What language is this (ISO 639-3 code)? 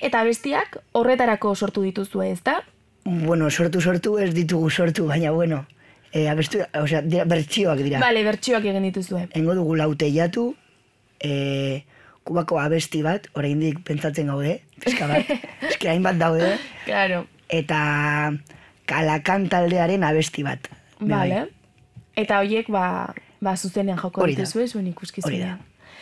eus